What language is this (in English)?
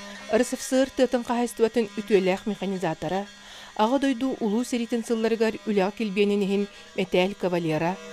Yakut